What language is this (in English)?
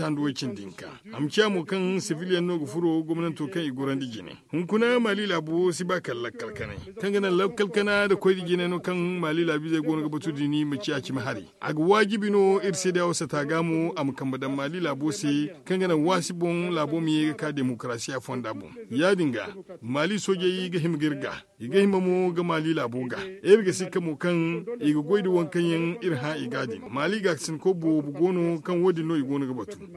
Zarma